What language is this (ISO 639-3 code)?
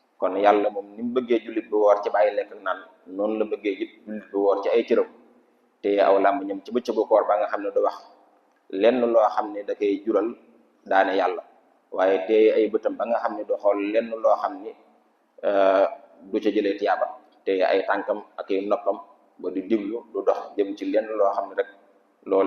wol